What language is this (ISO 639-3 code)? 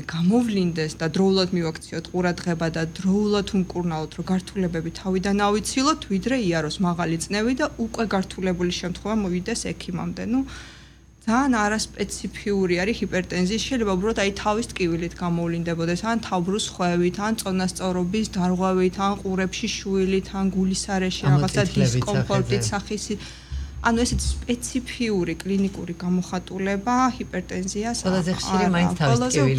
kat